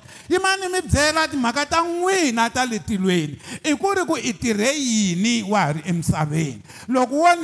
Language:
Tsonga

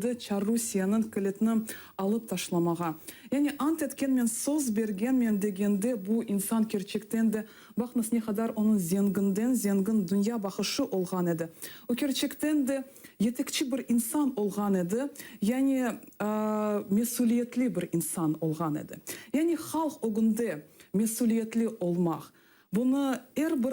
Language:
Crimean Tatar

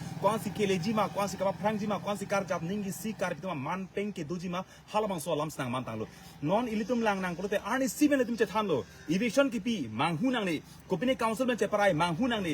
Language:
Karbi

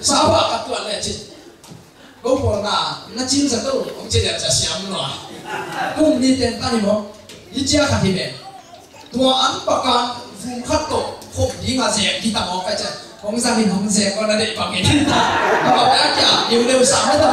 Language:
Tedim Chin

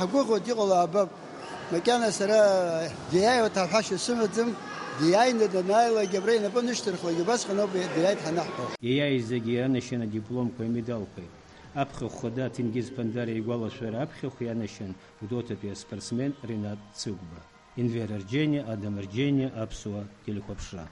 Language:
Abkhazian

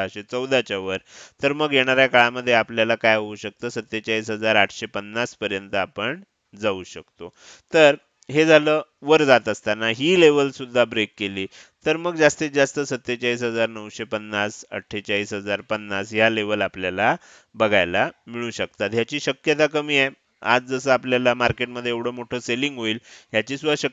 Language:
Marathi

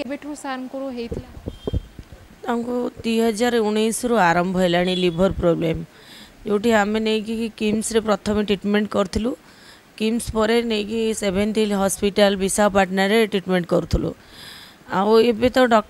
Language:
Odia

